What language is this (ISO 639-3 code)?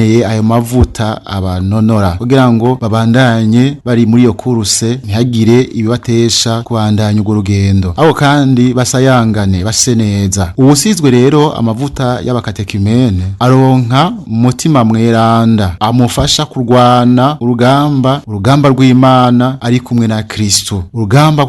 run